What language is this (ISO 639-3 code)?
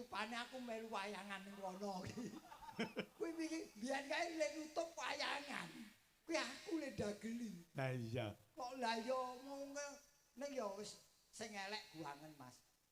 jav